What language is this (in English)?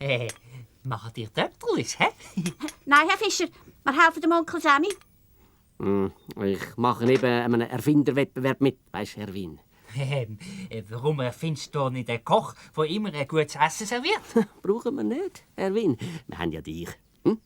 Swiss German